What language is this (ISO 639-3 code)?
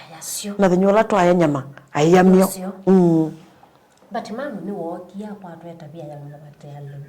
kam